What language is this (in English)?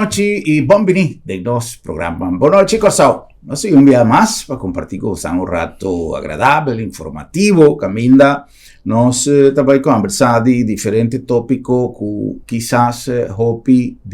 Papiamento